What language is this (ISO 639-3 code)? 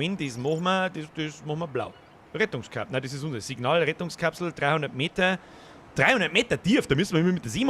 bar